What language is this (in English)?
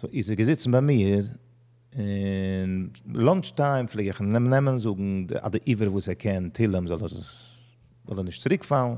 Yiddish